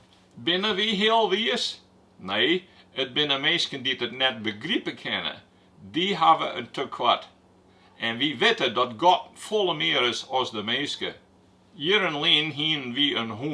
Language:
Western Frisian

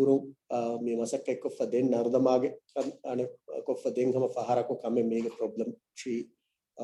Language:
Divehi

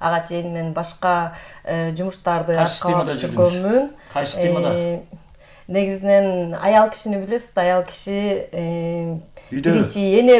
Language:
Kyrgyz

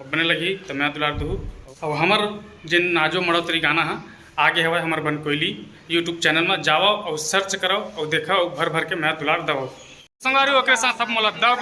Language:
Chhattisgarhi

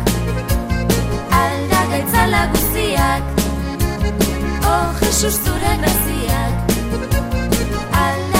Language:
Basque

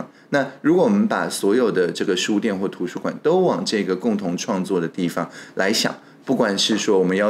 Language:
Chinese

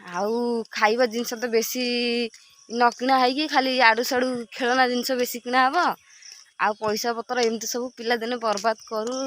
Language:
Odia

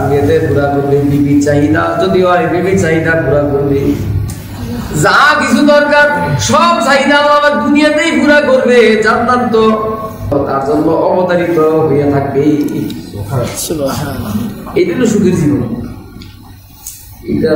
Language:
Bangla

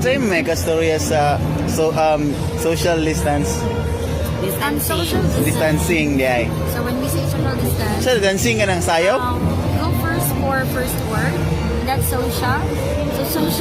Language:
Cebuano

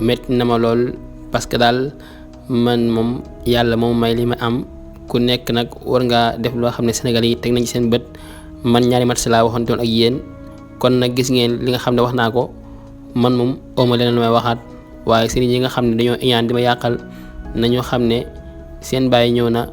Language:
Wolof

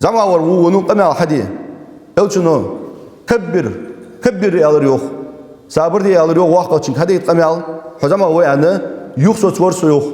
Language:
Ingush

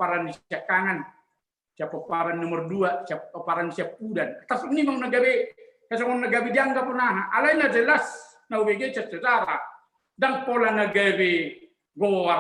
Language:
Batak Toba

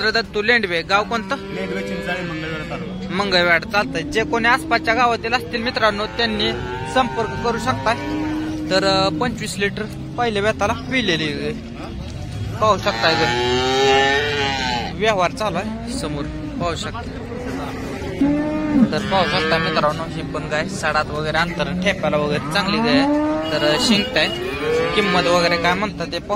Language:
Marathi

